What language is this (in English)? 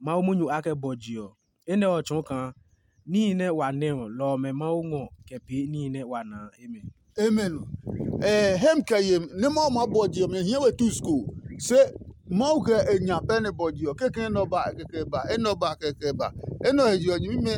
Adangme